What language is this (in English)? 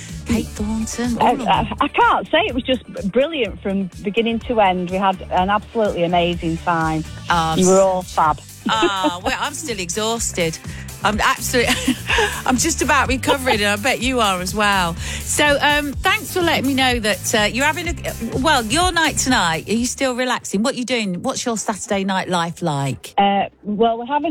English